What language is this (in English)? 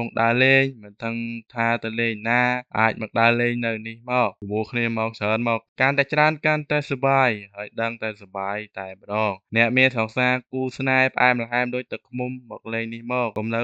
Khmer